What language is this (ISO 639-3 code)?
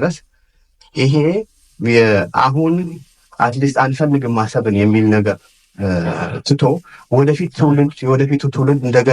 amh